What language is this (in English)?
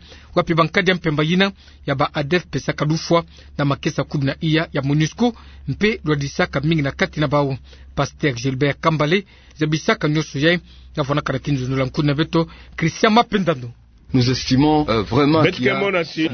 Kituba (Democratic Republic of Congo)